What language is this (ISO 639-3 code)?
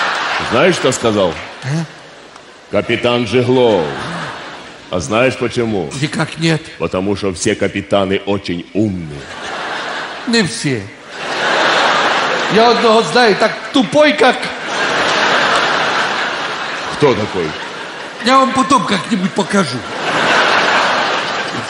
rus